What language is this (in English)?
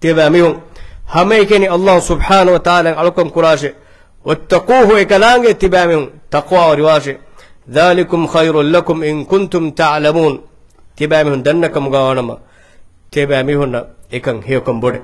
Divehi